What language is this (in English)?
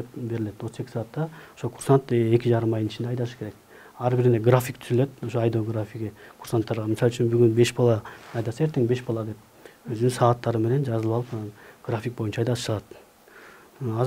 Kyrgyz